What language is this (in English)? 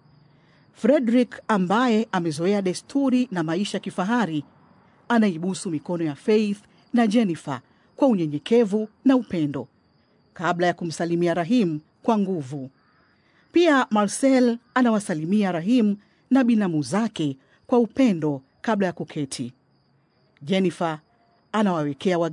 Swahili